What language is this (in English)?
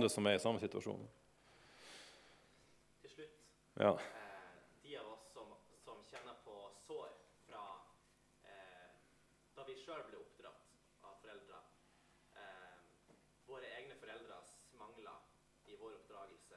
Norwegian